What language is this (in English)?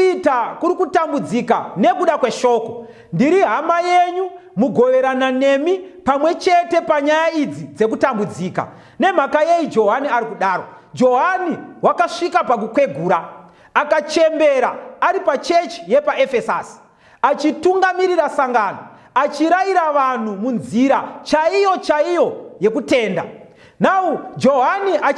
Shona